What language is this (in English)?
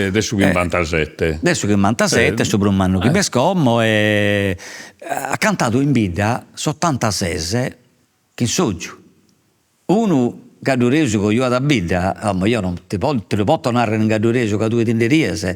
Sardinian